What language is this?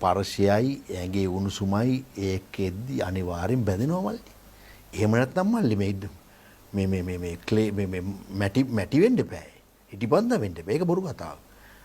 Sinhala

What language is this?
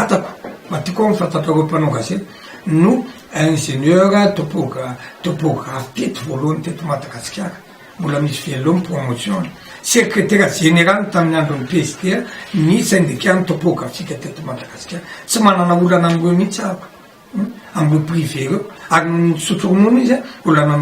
Malagasy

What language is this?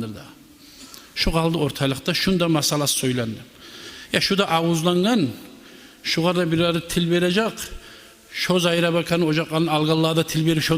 Kumyk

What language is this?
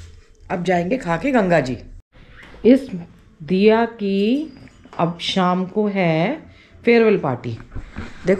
Hindi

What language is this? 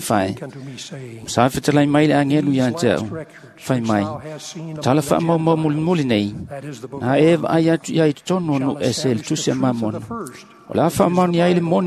Samoan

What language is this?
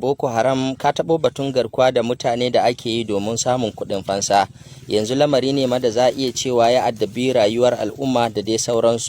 Hausa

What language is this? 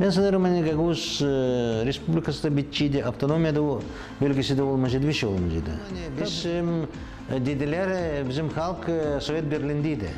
Gagauz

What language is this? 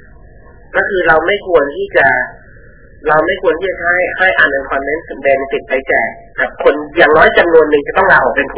Thai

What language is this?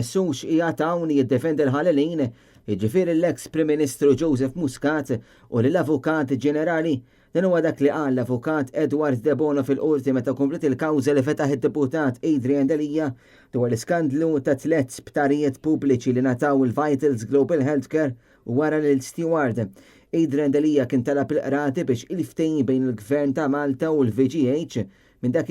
Maltese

